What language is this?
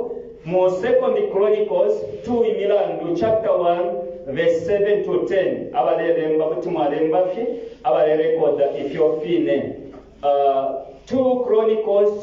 Bemba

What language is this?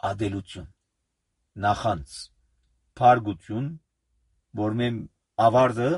Armenian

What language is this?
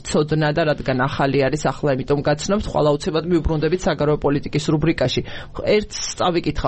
Georgian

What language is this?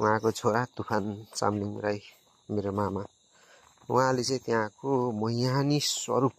Nepali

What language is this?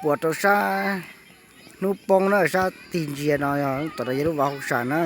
Hmong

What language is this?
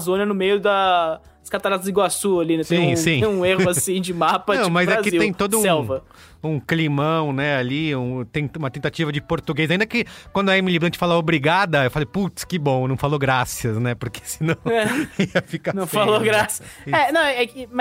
Portuguese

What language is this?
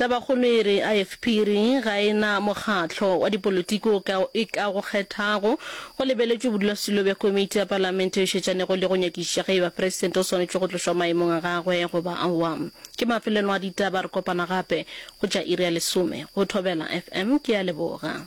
Northern Sotho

